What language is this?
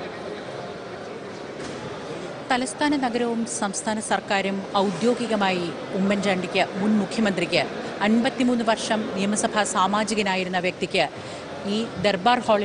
Malayalam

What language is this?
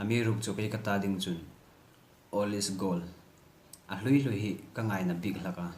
Hmar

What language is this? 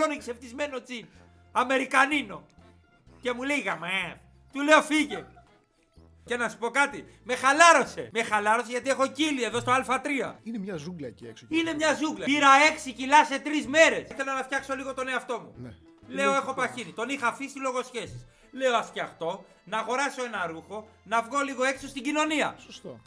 Greek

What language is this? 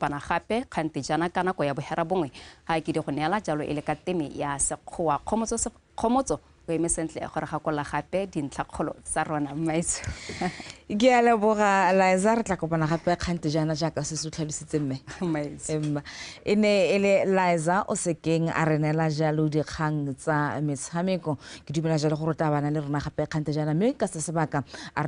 Tswana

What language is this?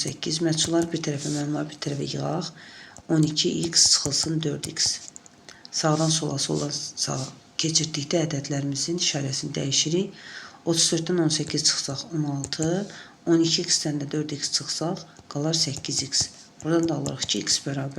Azerbaijani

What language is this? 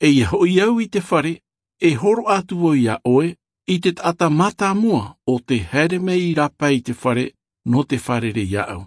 Tahitian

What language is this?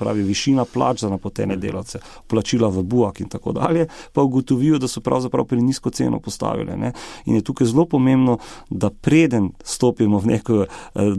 Slovenian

